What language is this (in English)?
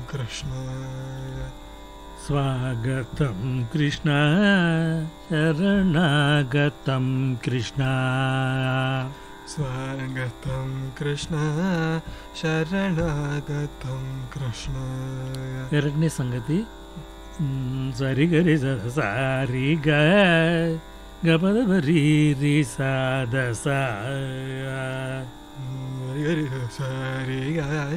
Kannada